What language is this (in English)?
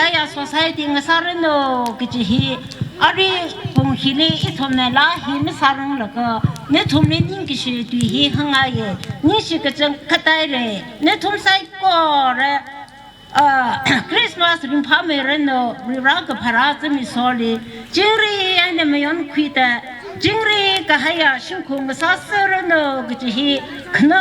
Tangkhul Naga (India)